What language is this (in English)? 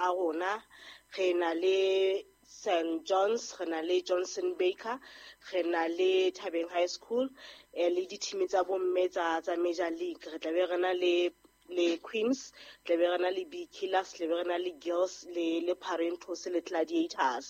Southern Sotho